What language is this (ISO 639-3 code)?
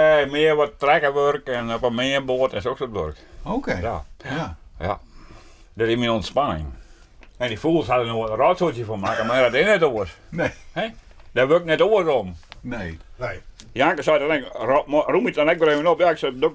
fry